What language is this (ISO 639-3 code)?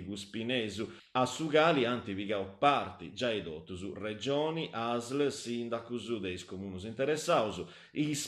srd